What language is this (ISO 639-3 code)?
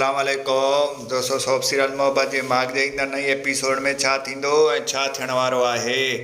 snd